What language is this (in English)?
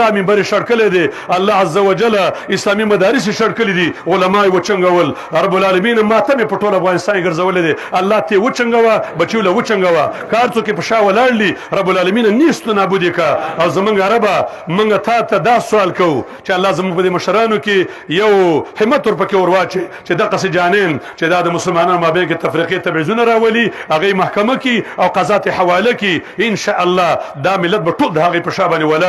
Pashto